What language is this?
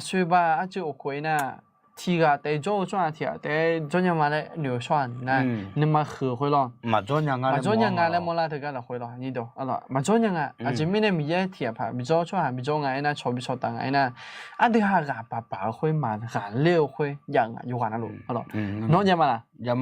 Akha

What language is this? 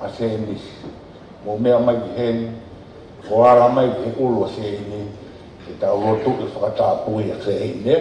Tongan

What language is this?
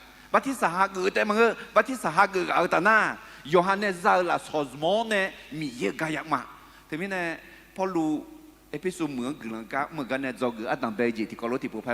Akha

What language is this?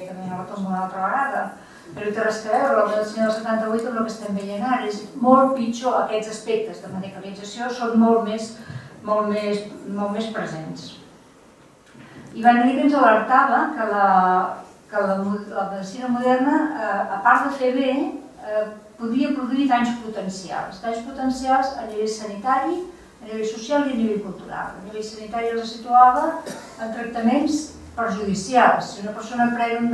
Catalan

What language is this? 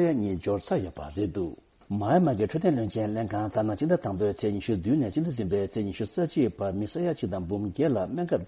Tibetan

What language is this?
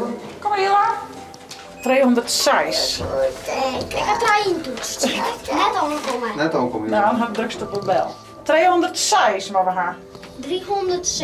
Western Frisian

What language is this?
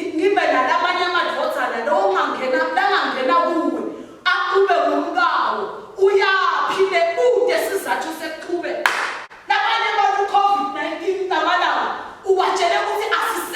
Swati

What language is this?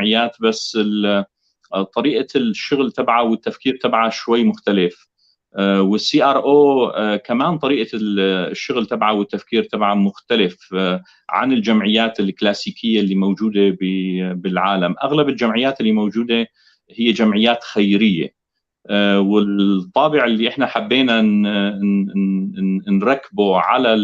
North Levantine Arabic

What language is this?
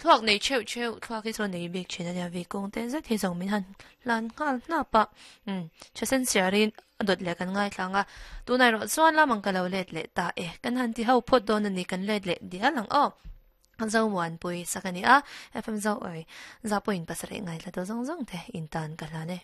Mizo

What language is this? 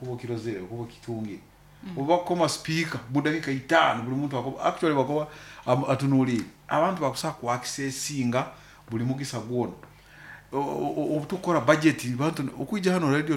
Nyoro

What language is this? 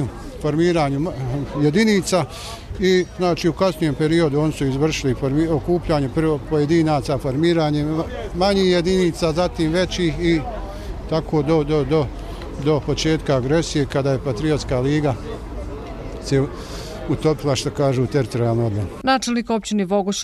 Bosnian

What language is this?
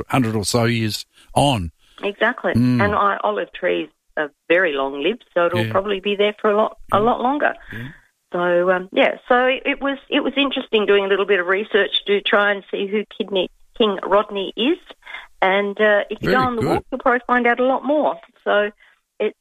English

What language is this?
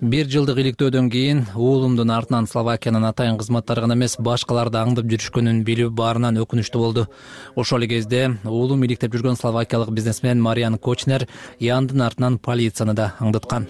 Kyrgyz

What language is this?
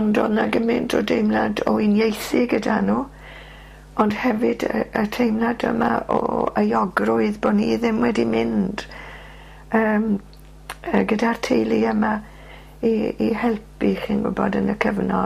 Welsh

